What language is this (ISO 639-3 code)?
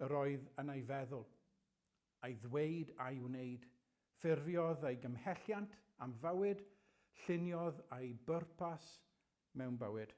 cym